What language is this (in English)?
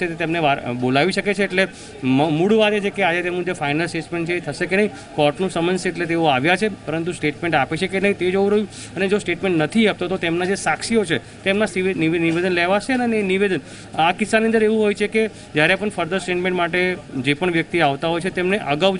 Gujarati